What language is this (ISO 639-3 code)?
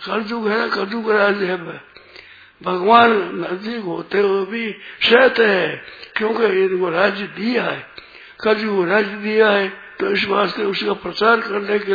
hin